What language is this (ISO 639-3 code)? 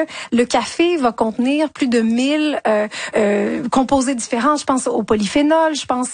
fra